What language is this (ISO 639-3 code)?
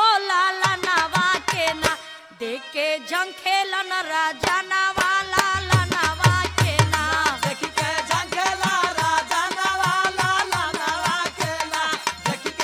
bho